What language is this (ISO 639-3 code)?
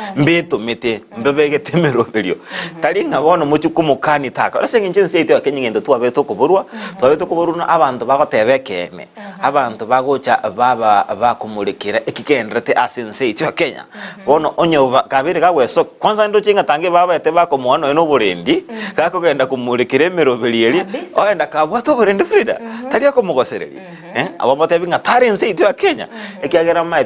guz